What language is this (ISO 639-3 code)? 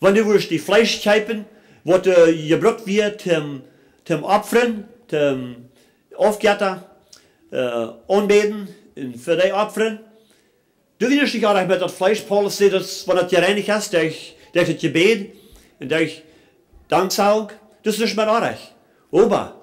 pdt